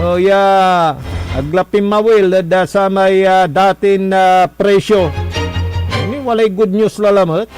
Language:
Pangasinan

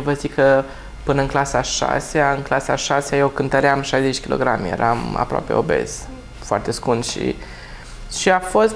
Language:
Romanian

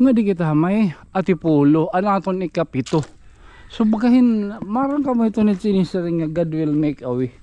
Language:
Waray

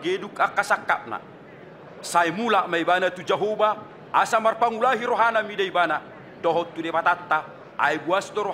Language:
Batak Toba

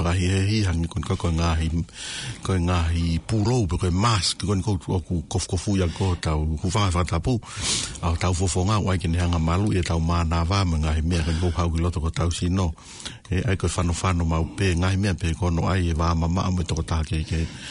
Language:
Tongan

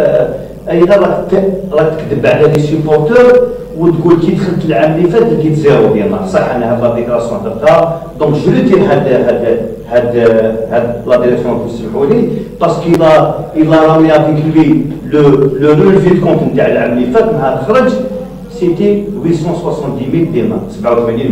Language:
Algerian Arabic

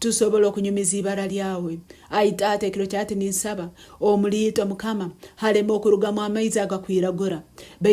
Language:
Nyankole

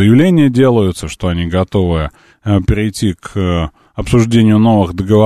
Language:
Russian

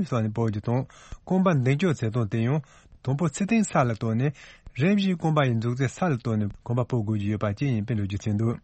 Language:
Tibetan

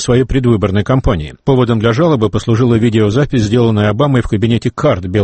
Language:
Russian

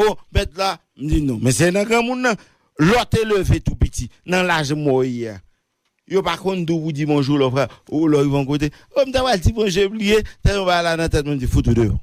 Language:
Haitian Creole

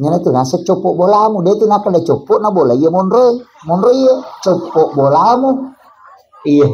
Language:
Buginese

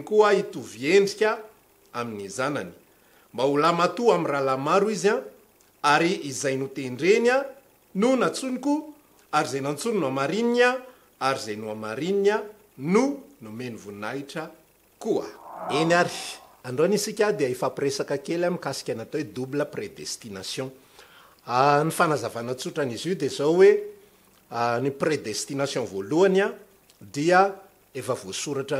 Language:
Malagasy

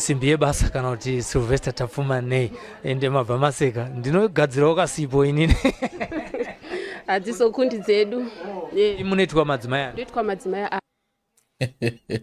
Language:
Shona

